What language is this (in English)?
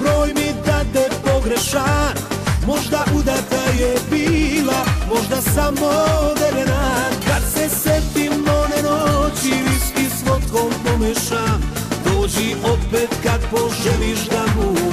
Serbian